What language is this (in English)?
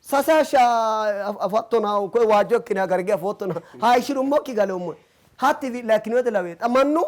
Sidamo